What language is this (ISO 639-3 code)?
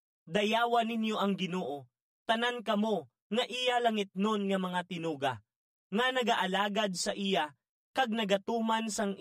hil